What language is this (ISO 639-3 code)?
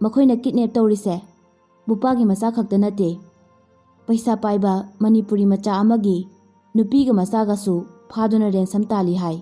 mni